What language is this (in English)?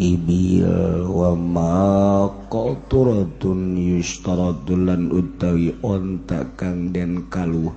Sundanese